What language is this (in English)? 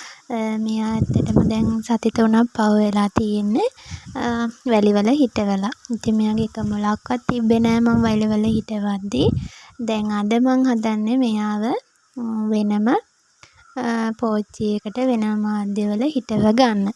Sinhala